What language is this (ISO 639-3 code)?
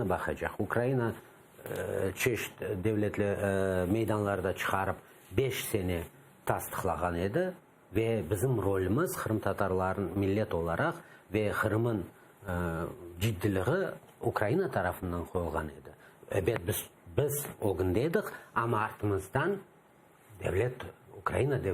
crh